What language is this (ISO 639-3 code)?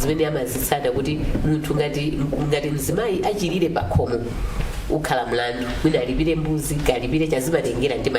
nya